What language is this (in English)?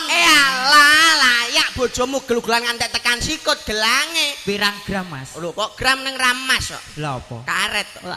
Javanese